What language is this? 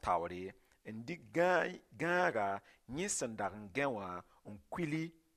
Mossi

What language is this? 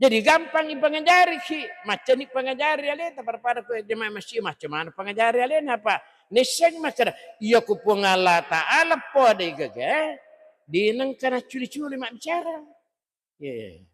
Buginese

